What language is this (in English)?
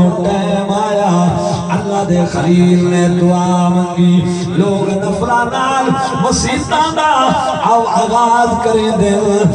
Saraiki